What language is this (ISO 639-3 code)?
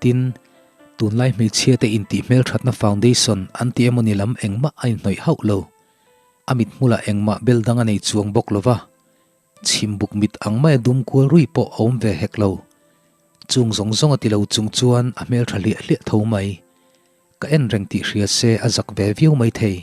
lus